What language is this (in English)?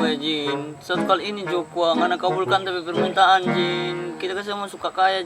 Manado Malay